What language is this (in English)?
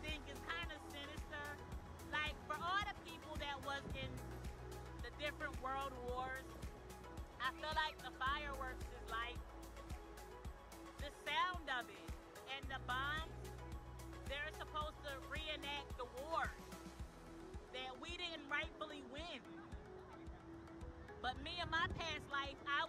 English